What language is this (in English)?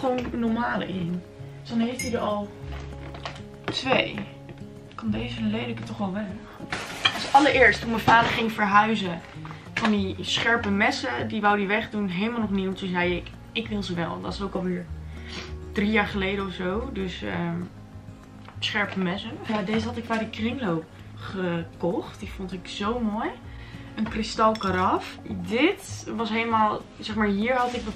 Dutch